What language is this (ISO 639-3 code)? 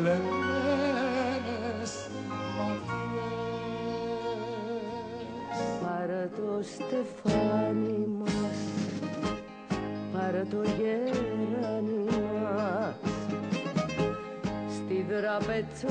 ell